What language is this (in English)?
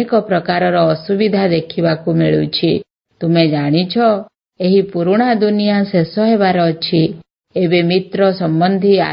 Odia